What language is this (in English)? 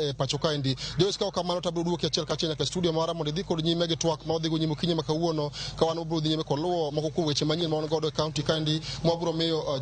Luo (Kenya and Tanzania)